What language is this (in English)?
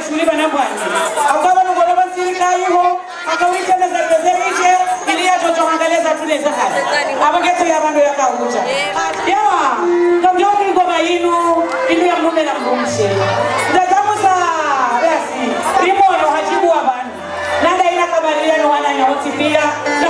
Swahili